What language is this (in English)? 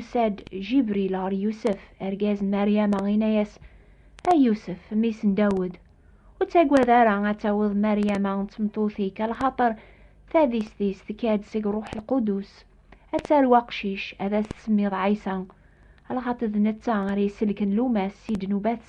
Kabyle